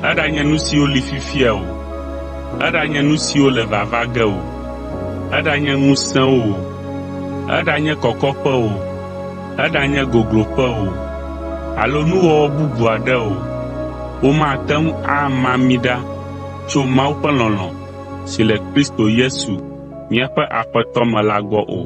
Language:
Ewe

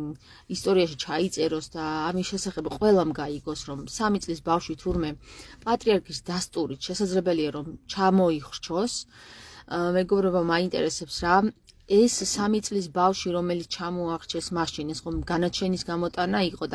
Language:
Georgian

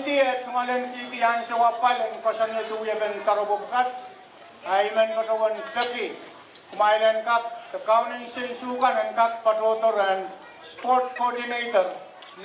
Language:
Pohnpeian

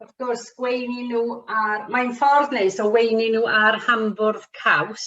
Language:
Welsh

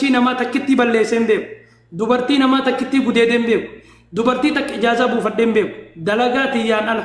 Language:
Oromo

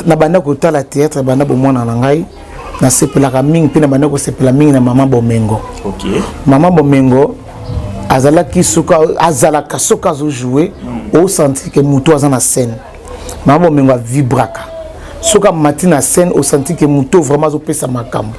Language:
Lingala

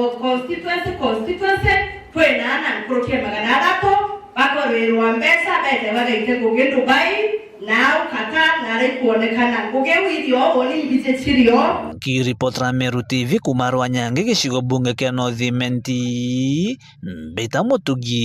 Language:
Meru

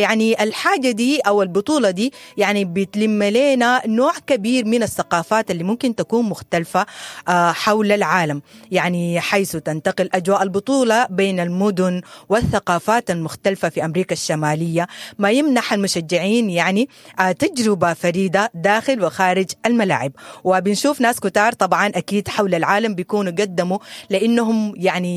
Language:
Sudanese Arabic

